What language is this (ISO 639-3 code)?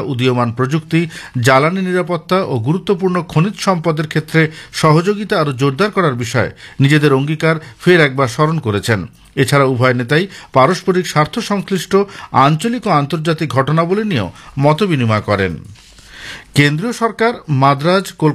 ben